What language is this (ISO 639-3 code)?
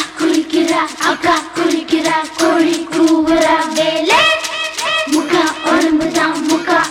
tam